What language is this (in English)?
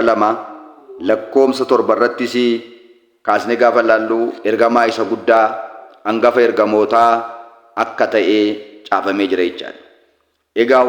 Oromo